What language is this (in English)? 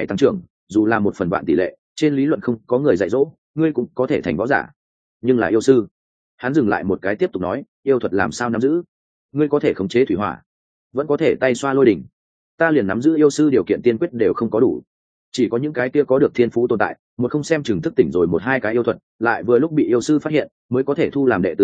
Vietnamese